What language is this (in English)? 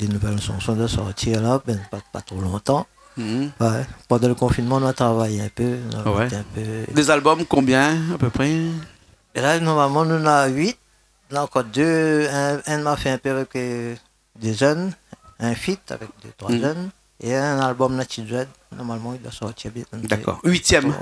Réunion Creole French